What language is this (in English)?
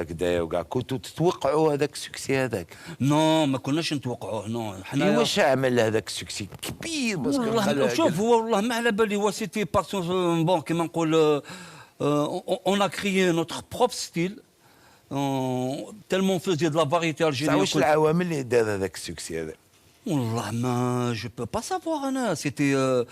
Algerian Arabic